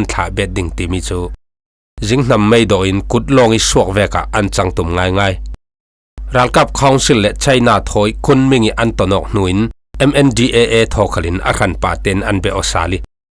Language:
Falam Chin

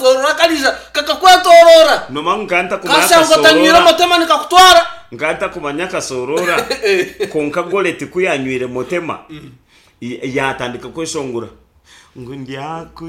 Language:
Nyankole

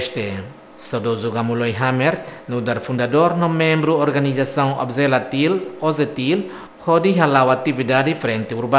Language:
Tetum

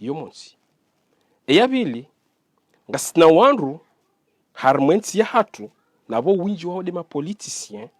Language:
Ngazidja Comorian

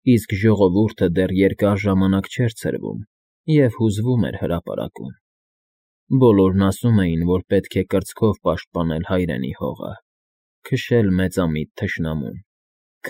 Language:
Armenian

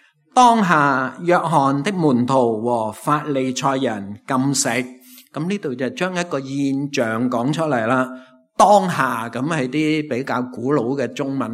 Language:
Cantonese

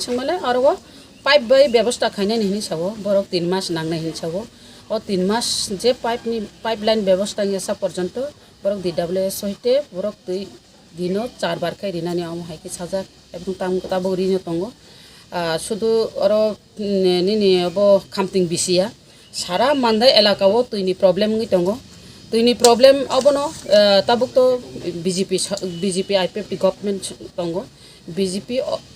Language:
Kok Borok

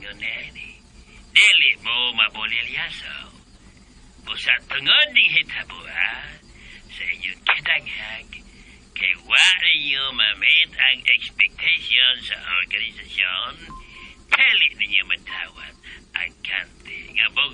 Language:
Cebuano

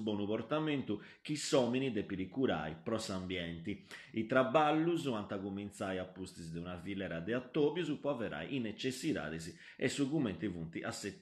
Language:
Sardinian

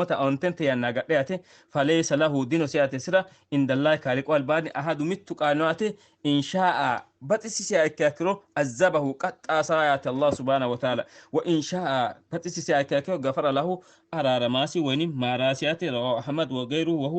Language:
Sidamo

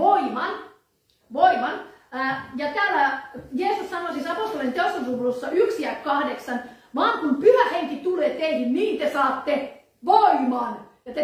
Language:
Finnish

